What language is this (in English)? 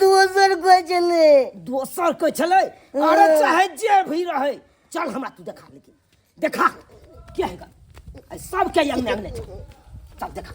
Maithili